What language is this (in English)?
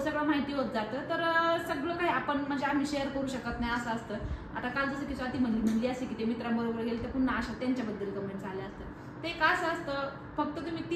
Marathi